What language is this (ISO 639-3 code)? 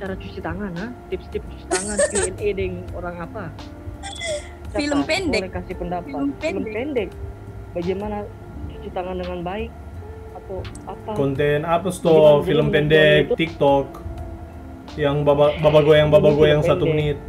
xmm